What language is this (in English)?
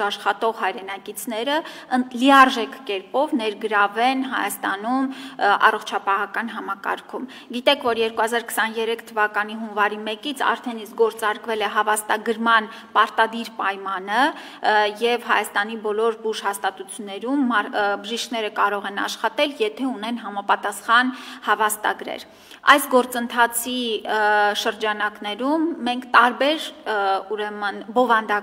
Armenian